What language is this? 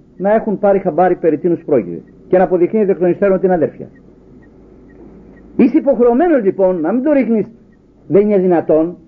Greek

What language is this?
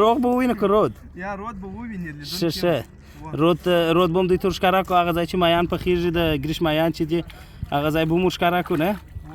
Pashto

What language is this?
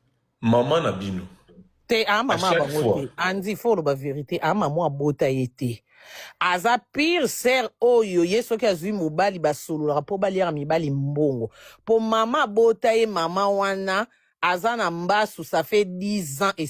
Lingala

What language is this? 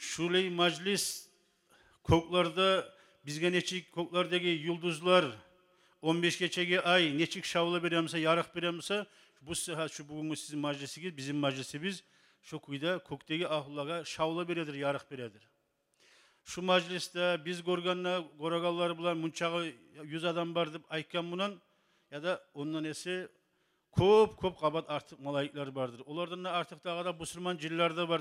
Kumyk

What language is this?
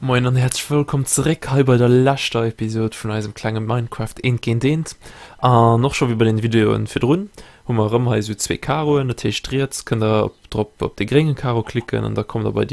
Luxembourgish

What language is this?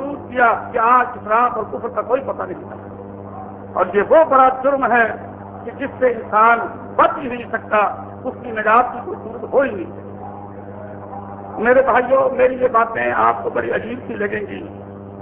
Urdu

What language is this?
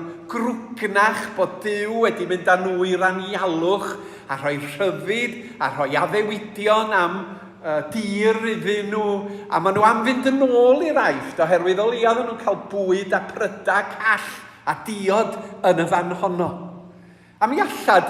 Welsh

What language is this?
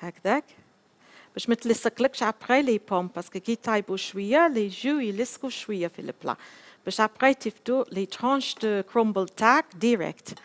Algerian Arabic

